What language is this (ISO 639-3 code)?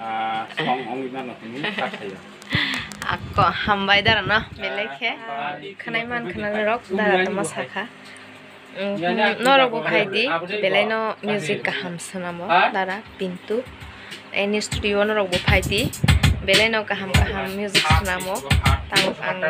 trp